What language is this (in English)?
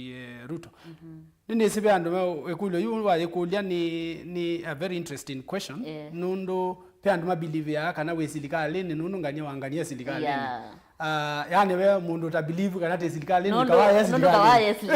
Kamba